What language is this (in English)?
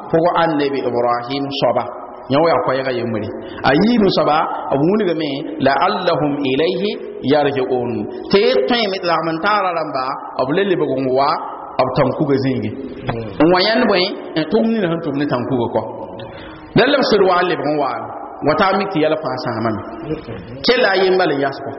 Mossi